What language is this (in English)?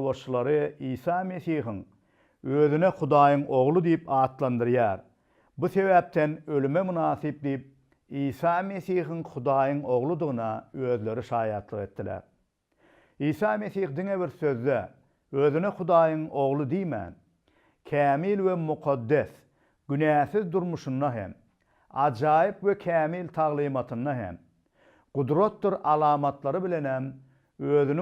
Turkmen